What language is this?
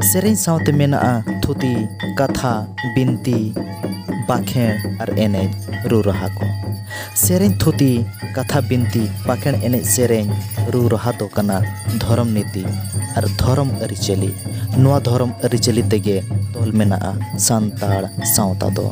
Santali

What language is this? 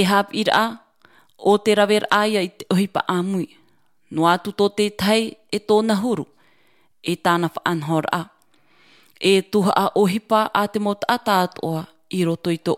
Tahitian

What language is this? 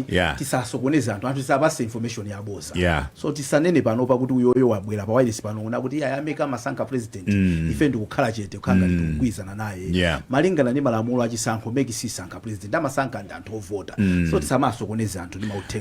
Nyanja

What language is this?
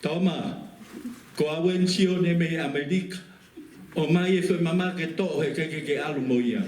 Tongan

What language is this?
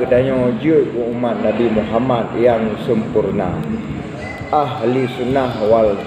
Achinese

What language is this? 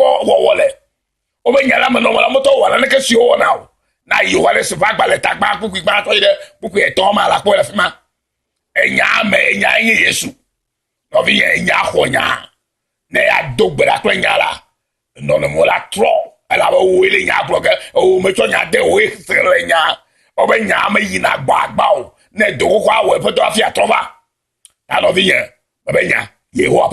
Ewe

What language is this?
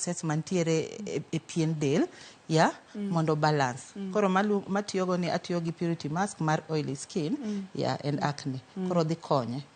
Luo (Kenya and Tanzania)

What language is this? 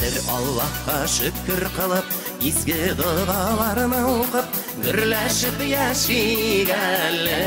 Bashkir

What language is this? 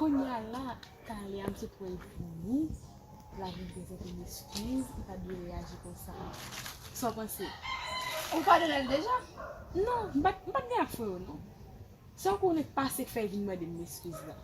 Haitian Creole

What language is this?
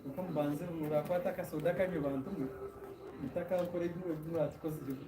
Nyankole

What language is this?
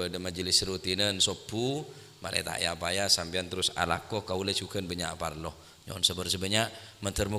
Madurese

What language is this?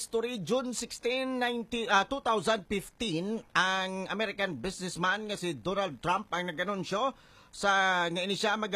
Hiligaynon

